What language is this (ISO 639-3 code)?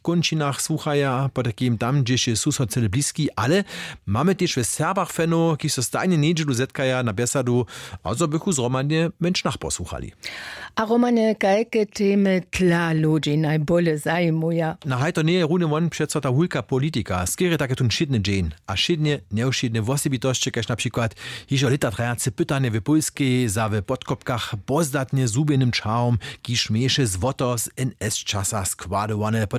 hsb